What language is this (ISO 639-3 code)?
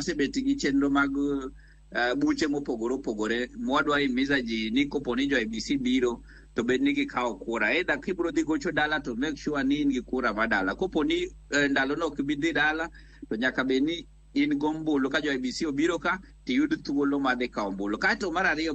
luo